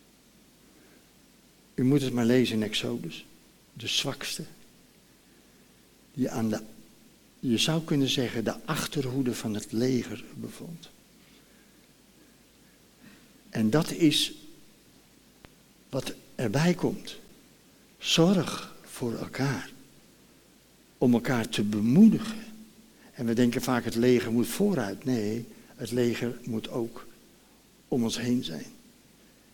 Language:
Dutch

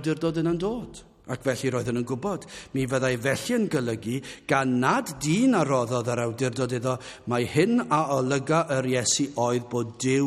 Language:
Welsh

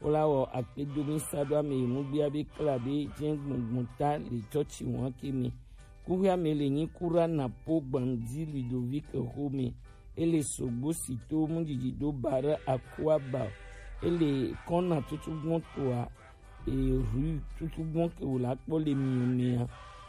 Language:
Gen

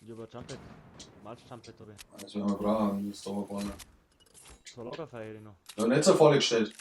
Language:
Bavarian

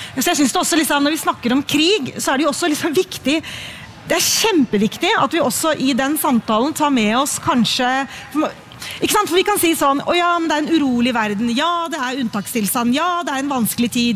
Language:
Norwegian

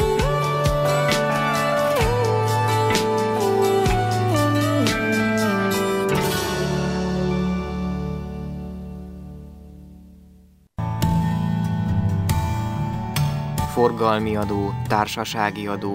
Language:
Hungarian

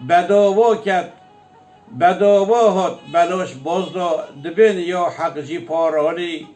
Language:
Kurdish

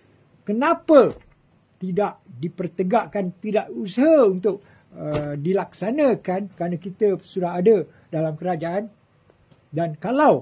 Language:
Malay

